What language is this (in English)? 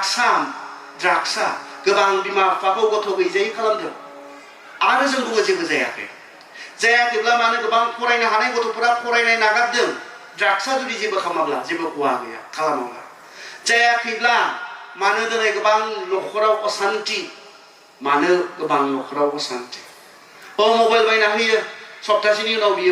Bodo